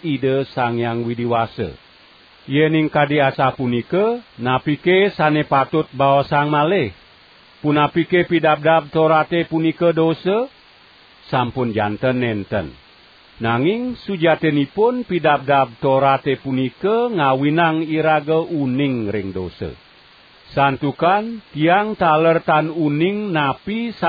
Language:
Balinese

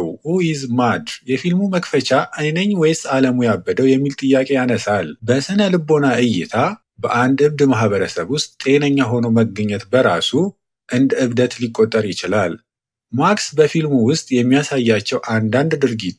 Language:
Amharic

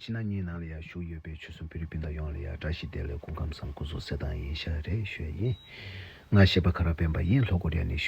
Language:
Tibetan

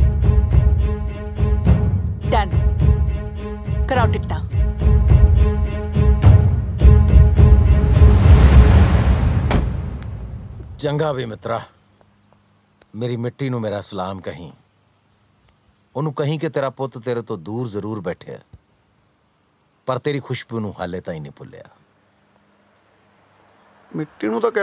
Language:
Punjabi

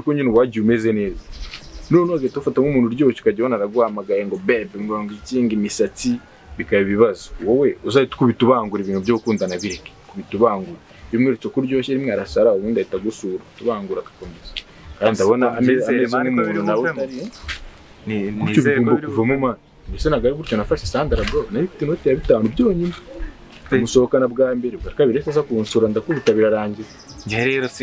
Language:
Kinyarwanda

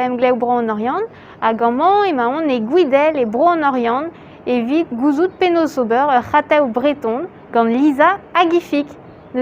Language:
Breton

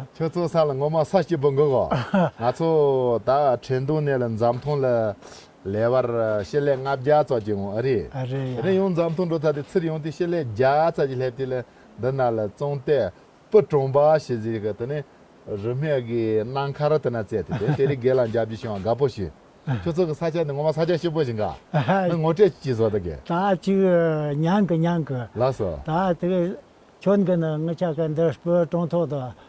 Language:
Tibetan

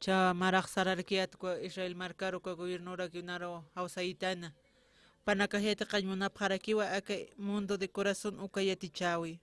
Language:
Aymara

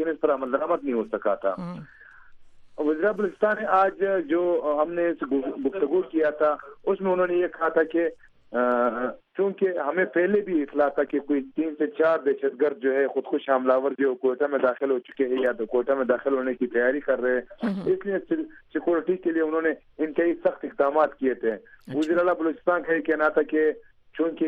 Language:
Urdu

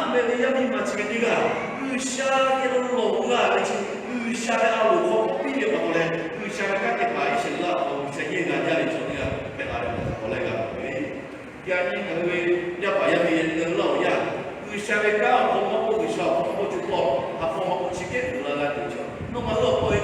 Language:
Lahu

